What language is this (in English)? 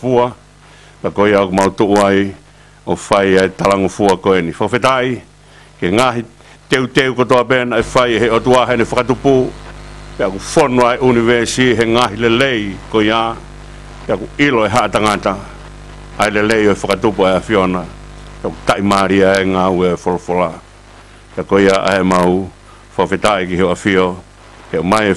Tongan